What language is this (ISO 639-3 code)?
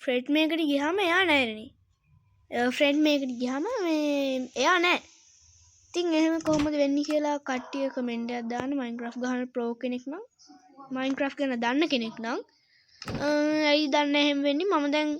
sin